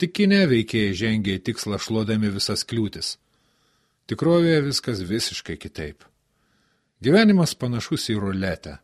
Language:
Lithuanian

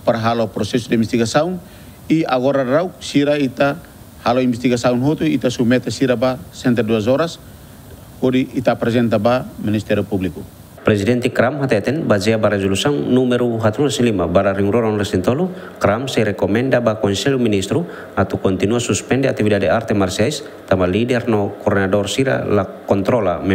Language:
Tetum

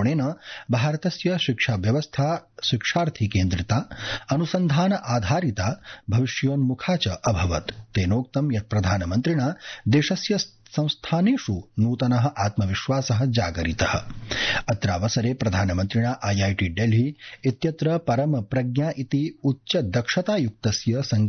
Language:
Sanskrit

